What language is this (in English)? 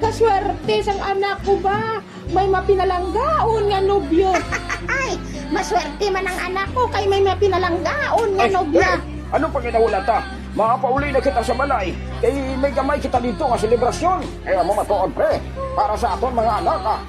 Hiligaynon